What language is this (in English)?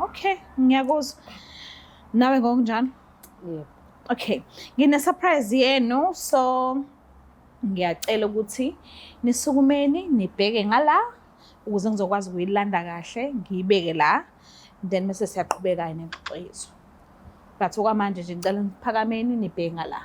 Zulu